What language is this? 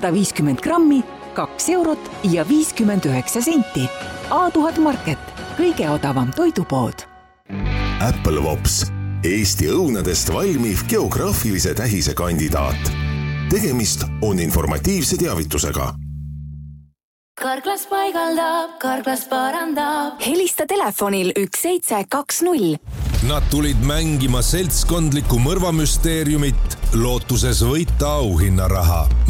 Estonian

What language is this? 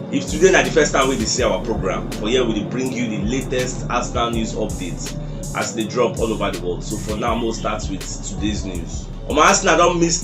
Nigerian Pidgin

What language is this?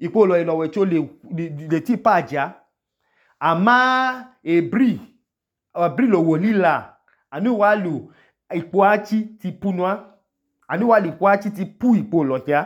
Idoma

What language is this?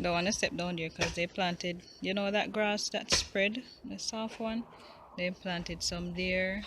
Jamaican Creole English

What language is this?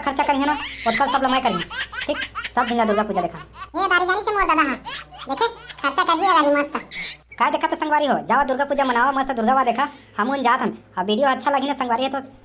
Chhattisgarhi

